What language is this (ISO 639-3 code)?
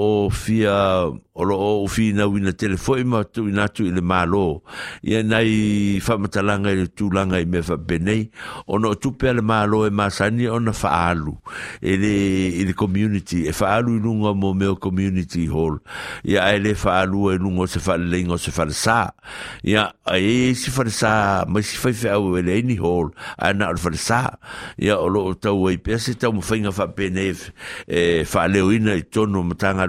smo